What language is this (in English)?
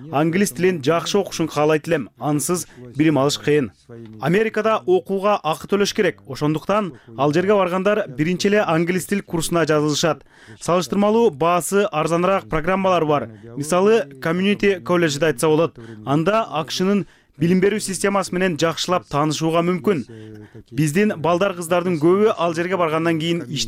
Kyrgyz